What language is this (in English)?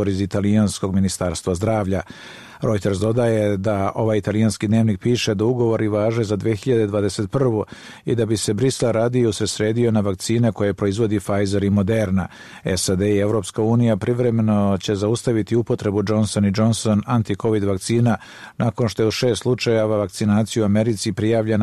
Bosnian